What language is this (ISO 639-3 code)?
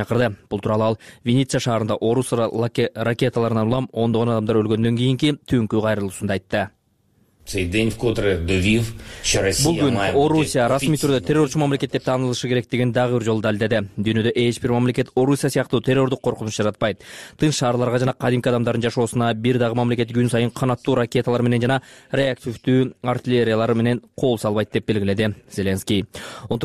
kir